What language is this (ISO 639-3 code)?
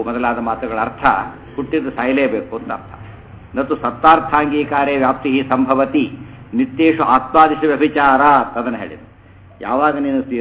kan